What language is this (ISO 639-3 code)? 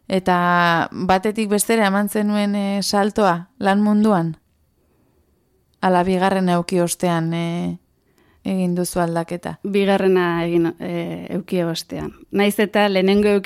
eus